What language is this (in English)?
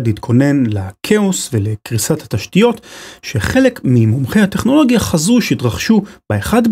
Hebrew